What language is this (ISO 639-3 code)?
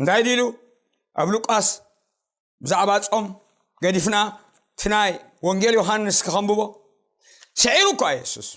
tir